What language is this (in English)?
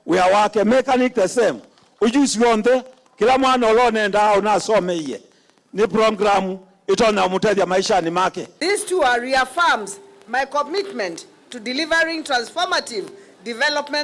Kamba